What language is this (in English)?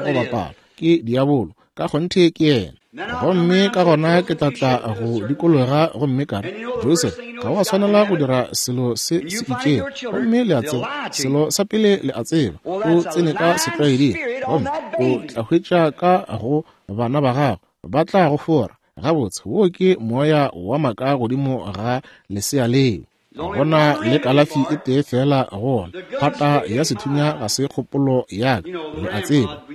Northern Sotho